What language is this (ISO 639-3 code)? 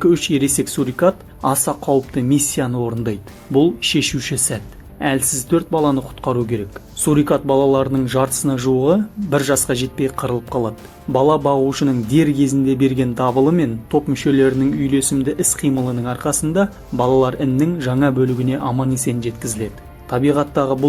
kaz